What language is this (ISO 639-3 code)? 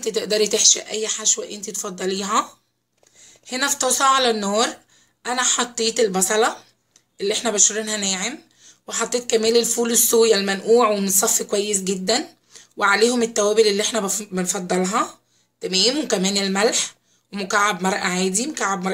arz